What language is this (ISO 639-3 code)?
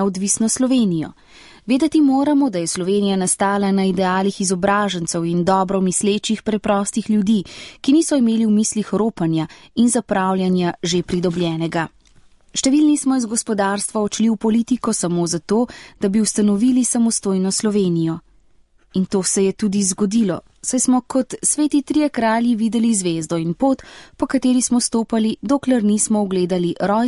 slv